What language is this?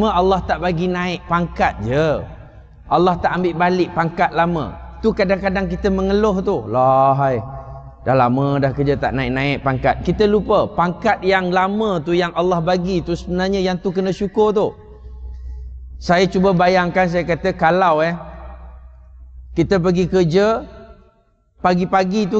Malay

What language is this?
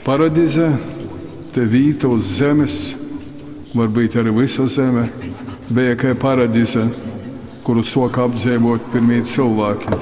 Latgalian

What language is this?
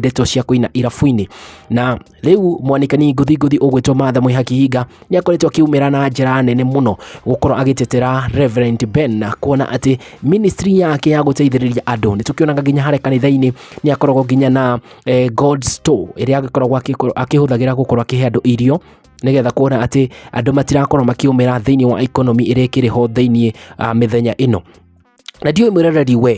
Kikuyu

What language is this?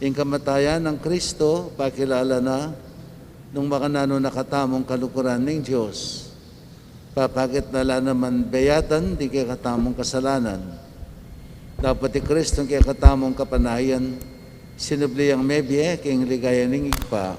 Pampanga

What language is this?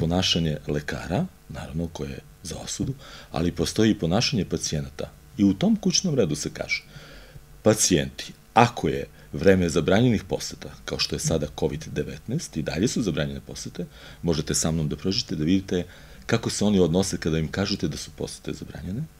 Serbian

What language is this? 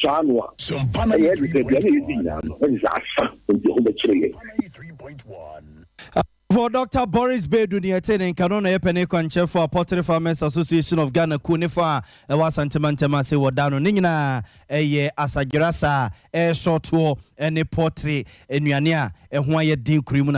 Akan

